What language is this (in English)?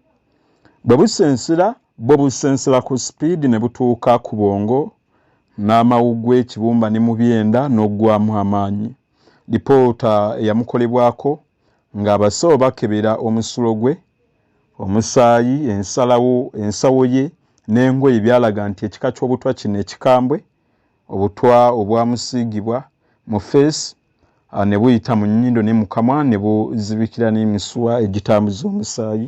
Ganda